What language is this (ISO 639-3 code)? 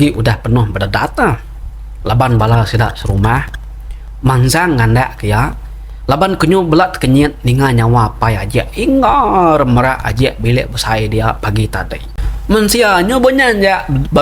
iba